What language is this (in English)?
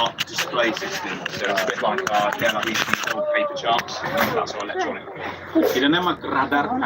Tetum